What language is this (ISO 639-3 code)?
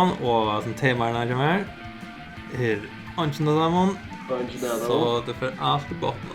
fao